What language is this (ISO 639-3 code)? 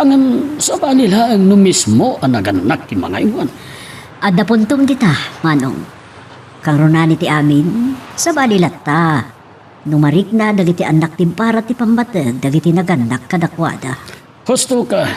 ilo